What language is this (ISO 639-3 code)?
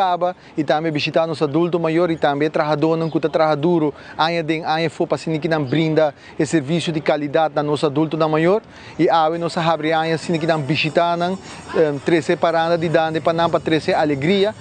pap